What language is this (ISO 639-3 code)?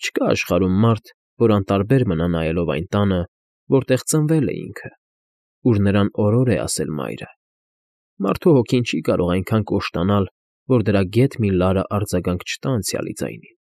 hye